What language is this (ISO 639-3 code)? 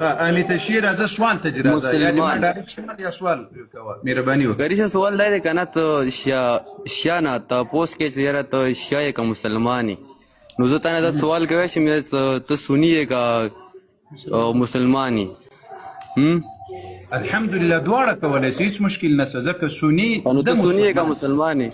pus